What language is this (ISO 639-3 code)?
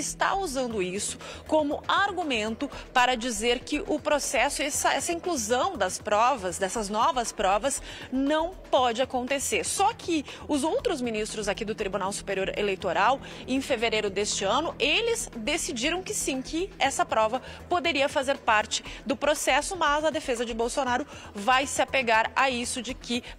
por